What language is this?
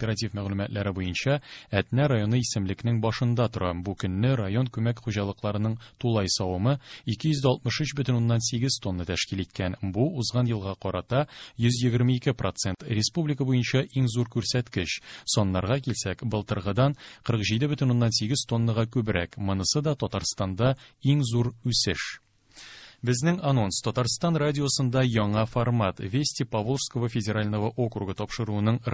Tatar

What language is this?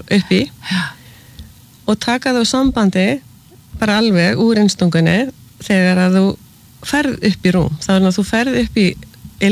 Icelandic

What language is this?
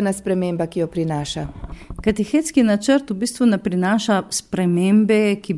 Slovenian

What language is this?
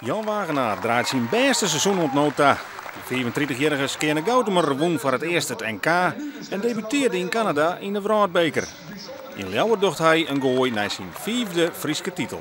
Western Frisian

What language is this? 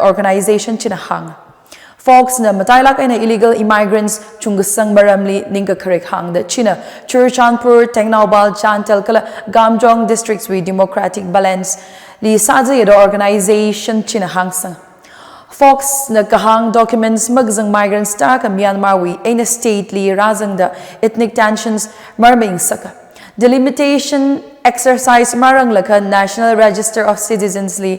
Tangkhul Naga (India)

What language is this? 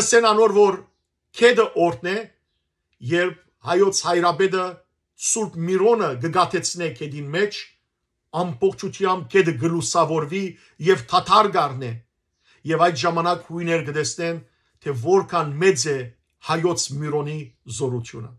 Western Armenian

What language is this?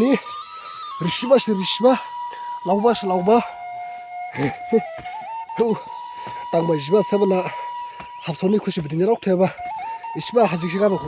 Dimasa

